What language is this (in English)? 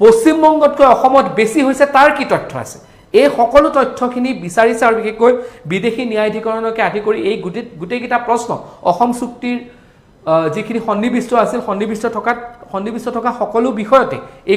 Assamese